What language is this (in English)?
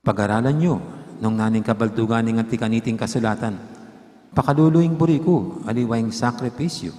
Pampanga